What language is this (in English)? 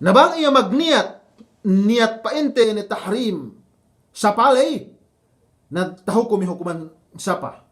Yakan